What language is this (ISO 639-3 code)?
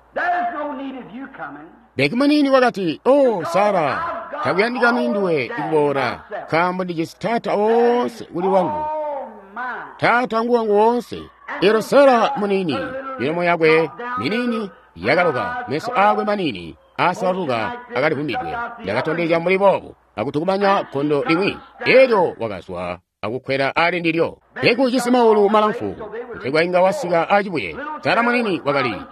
toi